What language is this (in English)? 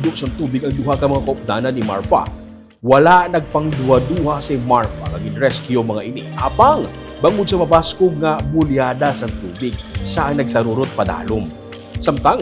Hiligaynon